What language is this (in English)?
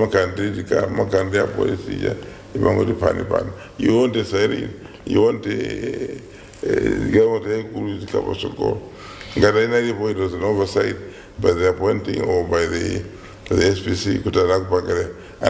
Nyanja